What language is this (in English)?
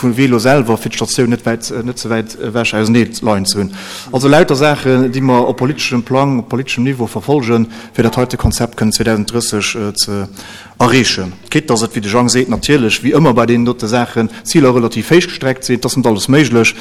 Luxembourgish